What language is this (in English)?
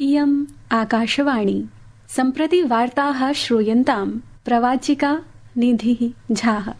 Sanskrit